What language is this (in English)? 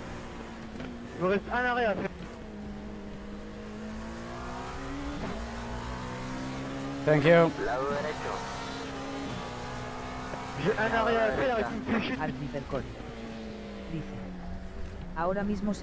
Spanish